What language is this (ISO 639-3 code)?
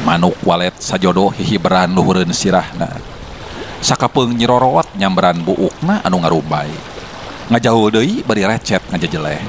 sun